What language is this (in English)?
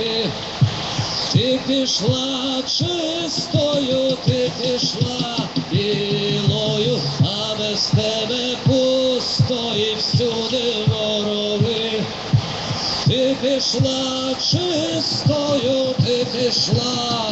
Ukrainian